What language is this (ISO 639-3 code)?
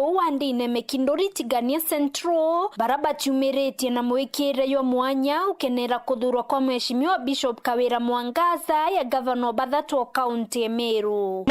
mer